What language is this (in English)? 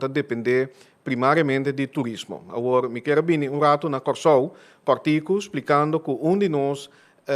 Papiamento